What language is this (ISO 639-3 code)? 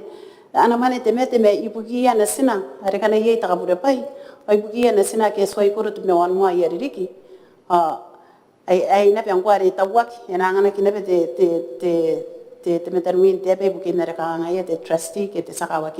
gil